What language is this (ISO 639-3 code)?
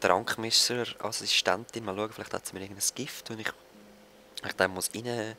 gsw